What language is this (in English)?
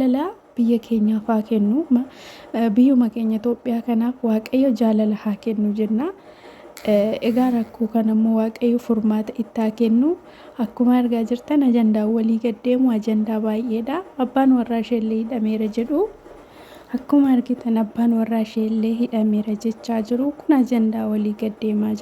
Oromo